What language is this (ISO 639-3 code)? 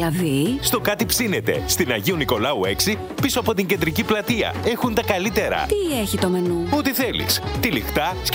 ell